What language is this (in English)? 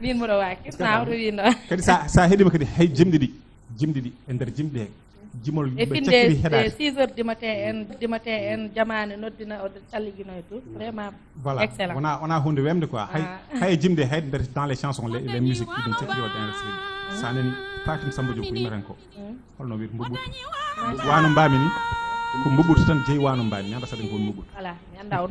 Fula